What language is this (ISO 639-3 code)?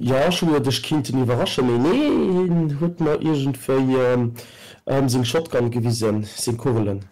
ltz